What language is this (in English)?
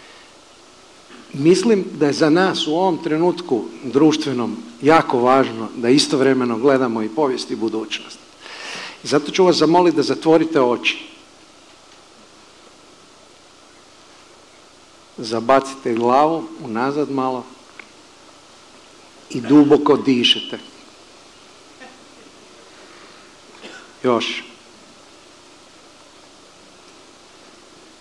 Croatian